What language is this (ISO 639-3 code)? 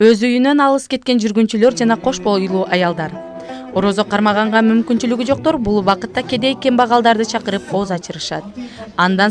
kir